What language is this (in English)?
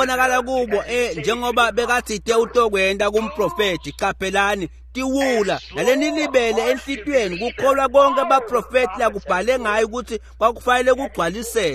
Swati